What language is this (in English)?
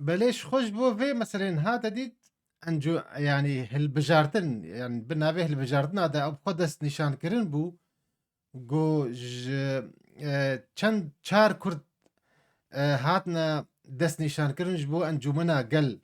Kurdish